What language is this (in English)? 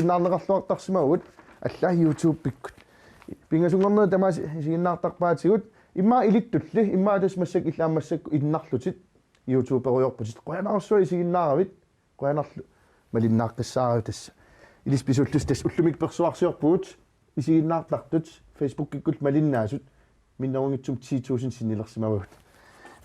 Kalaallisut